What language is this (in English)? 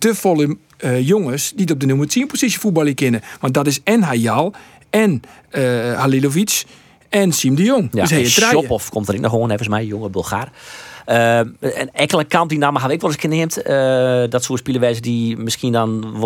Western Frisian